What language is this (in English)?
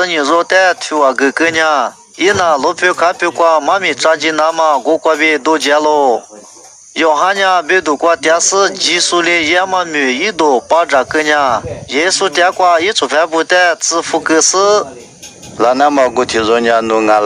Lisu